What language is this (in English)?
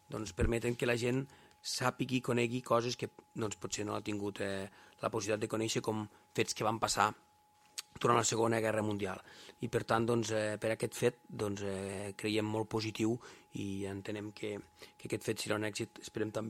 Catalan